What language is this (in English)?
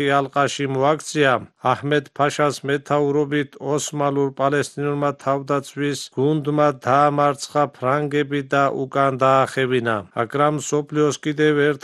Georgian